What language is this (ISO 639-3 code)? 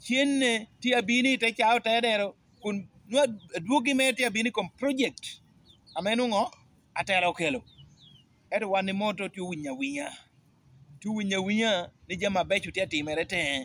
laj